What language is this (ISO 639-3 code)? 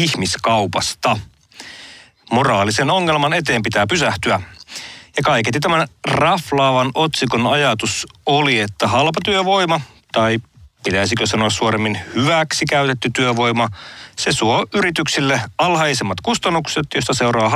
fin